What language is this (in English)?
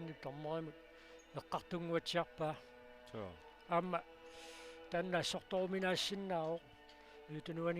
Kalaallisut